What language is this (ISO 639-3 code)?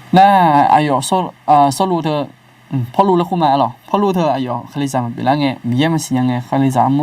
ahk